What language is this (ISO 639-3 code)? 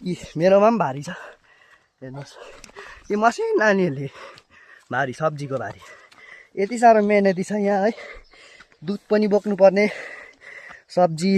nep